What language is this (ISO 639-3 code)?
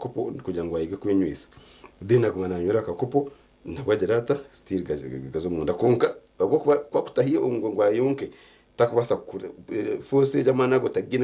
nyn